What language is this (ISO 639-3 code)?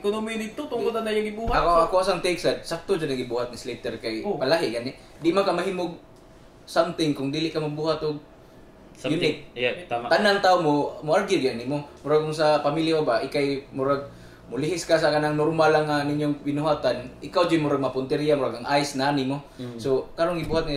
ceb